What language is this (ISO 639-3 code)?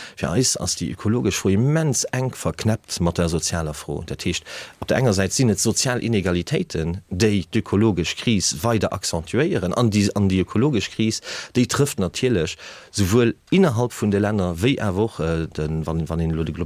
ltz